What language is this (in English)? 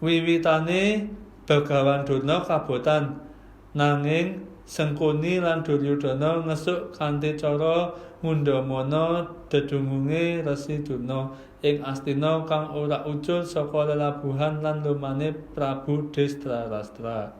Javanese